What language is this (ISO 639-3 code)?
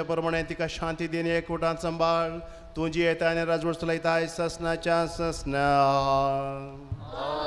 kok